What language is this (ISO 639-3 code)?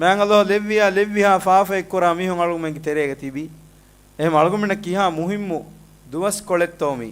div